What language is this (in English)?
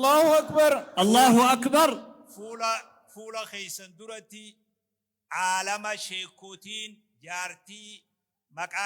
Oromo